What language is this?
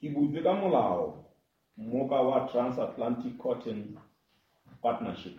Southern Sotho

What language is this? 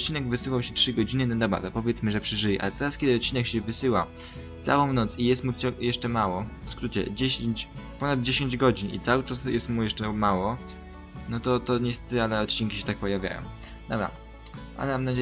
Polish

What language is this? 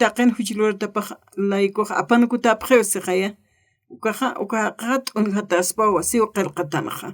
Aymara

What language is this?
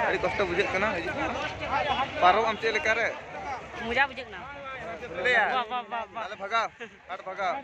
Santali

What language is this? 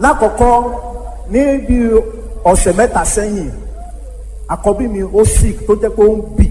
Yoruba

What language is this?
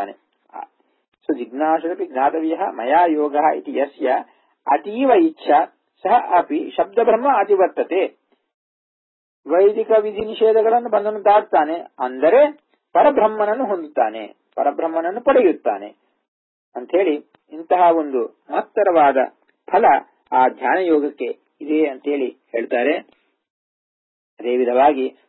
Kannada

